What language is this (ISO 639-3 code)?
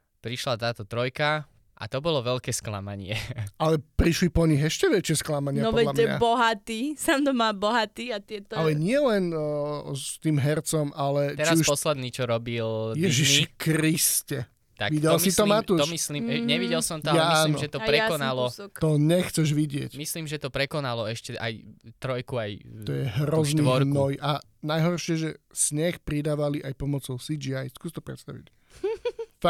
slk